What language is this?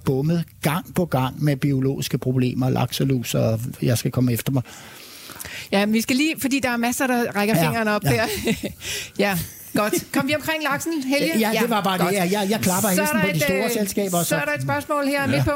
Danish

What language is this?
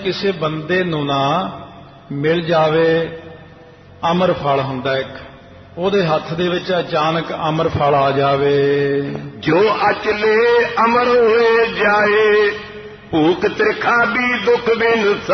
Punjabi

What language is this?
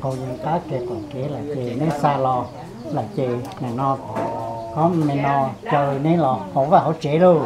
Hmong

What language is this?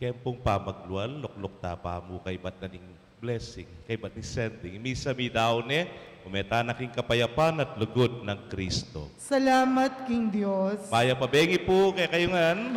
Pampanga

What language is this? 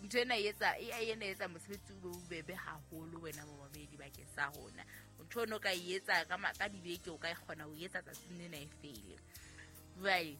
Southern Sotho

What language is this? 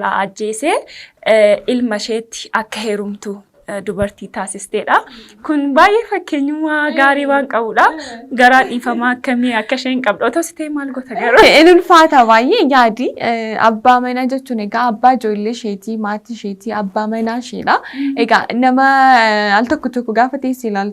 Oromo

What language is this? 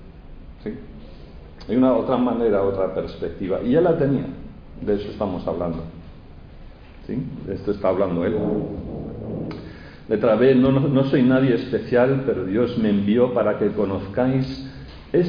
Spanish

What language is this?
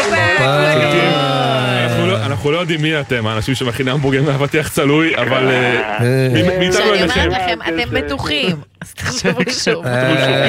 Hebrew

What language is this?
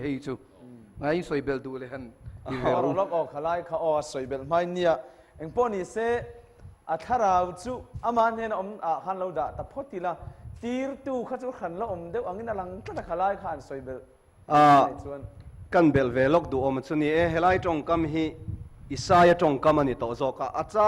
Mizo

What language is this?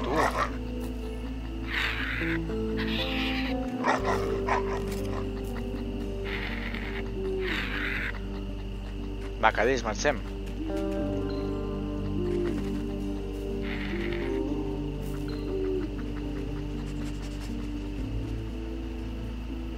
Catalan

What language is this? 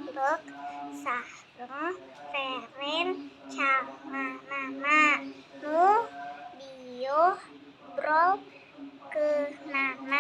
Sundanese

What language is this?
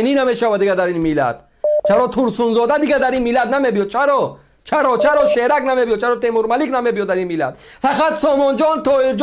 Tajik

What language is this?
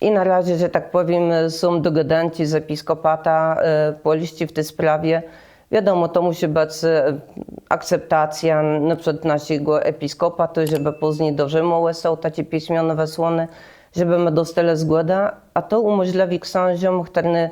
Kashubian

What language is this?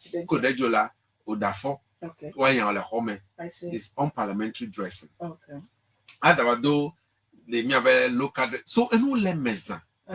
Ewe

